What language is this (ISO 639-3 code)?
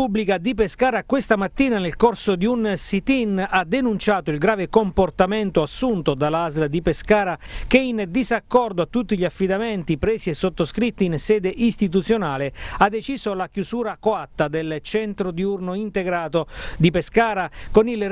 ita